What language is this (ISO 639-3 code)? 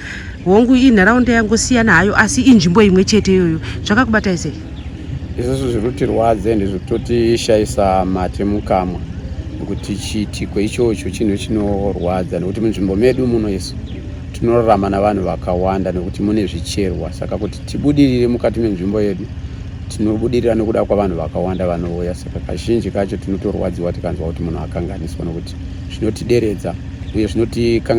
sna